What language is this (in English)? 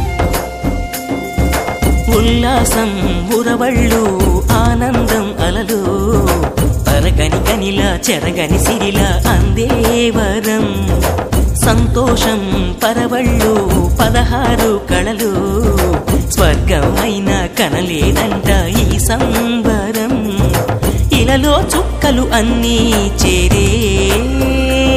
Telugu